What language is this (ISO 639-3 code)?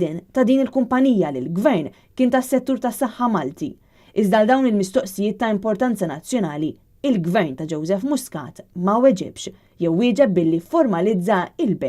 mlt